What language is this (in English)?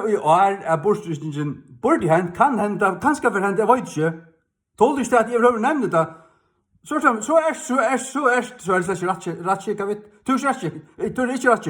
Faroese